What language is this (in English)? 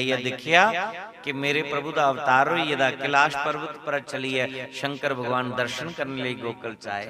Dogri